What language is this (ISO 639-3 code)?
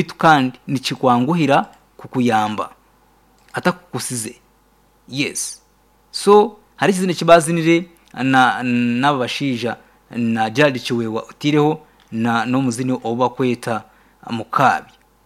nyn